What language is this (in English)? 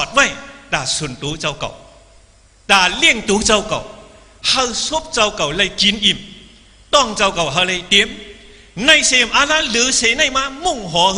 Shan